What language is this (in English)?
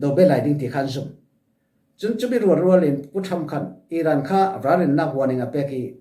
Falam Chin